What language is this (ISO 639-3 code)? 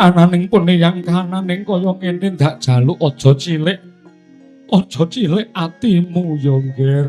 jav